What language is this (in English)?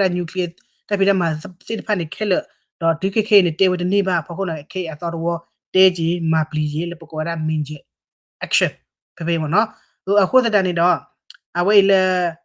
S'gaw Karen